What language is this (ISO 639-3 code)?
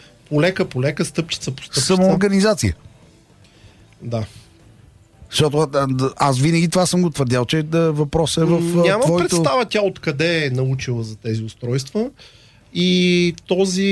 bul